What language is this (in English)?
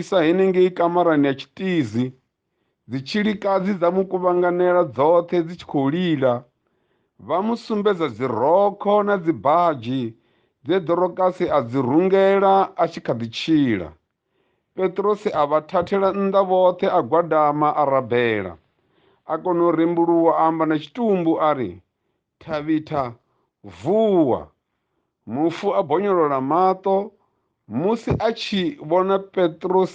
Venda